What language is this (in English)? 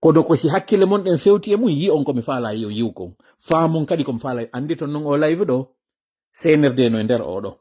Fula